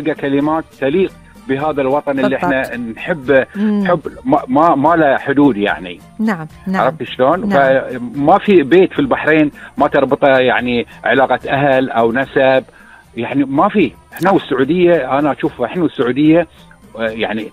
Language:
Gulf Arabic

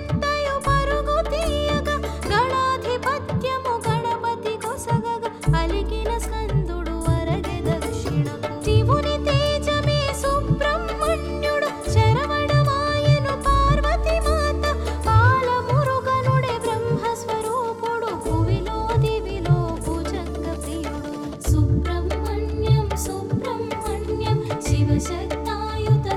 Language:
Telugu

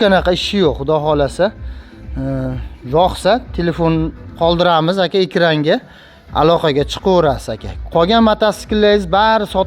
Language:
Uzbek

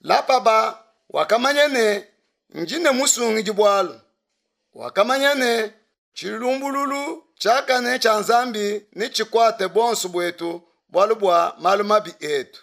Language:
Luba-Lulua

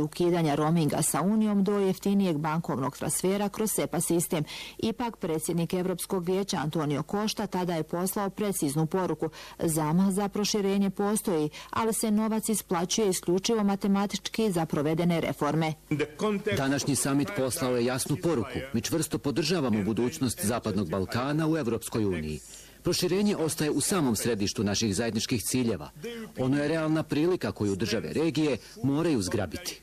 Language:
Bosnian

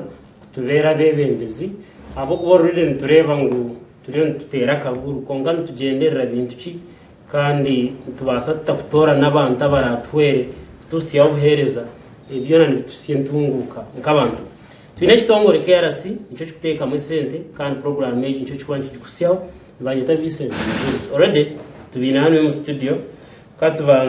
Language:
Nyankole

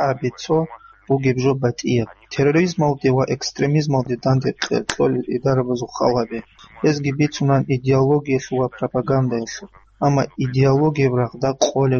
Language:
Avaric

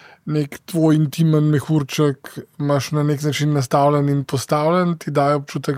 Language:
Slovenian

